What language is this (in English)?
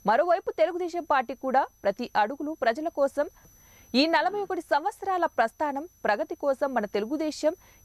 Telugu